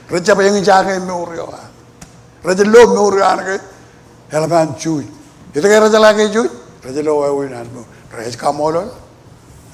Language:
Marshallese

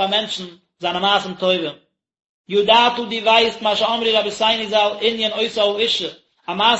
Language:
Yiddish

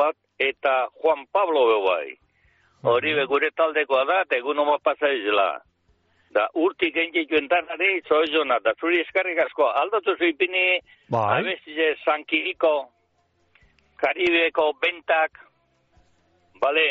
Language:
Basque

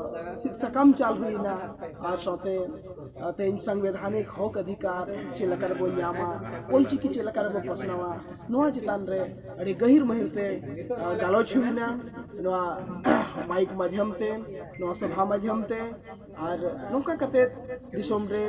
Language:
Santali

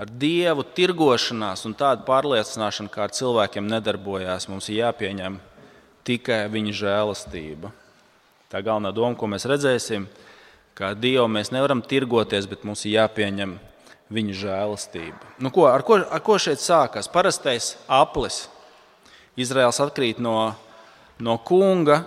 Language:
Latvian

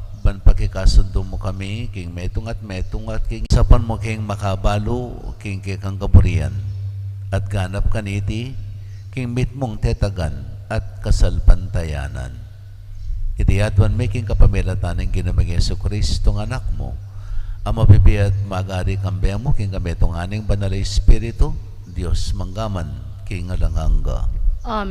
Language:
Pampanga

